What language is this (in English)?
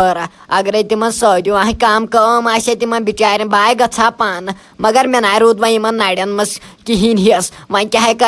Kashmiri